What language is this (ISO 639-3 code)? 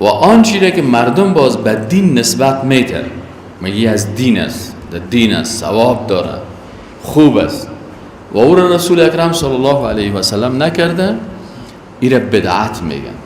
fas